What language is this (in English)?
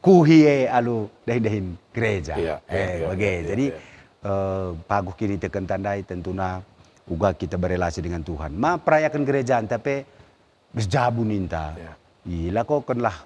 Batak Karo